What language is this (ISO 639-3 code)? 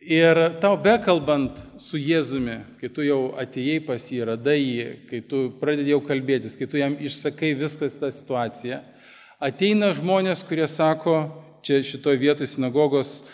lit